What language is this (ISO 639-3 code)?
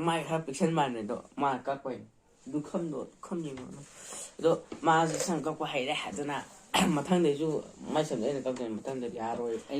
mni